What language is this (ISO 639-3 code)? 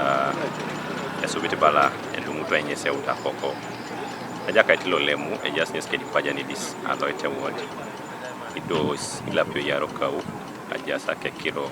teo